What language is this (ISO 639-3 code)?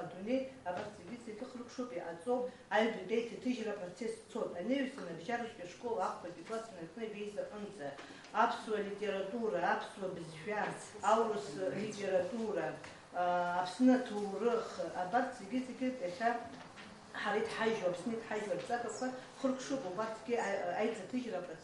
abk